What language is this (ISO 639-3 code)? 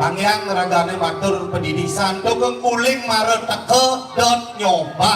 ban